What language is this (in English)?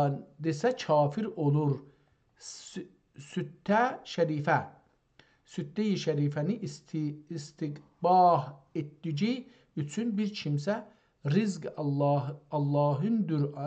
South Azerbaijani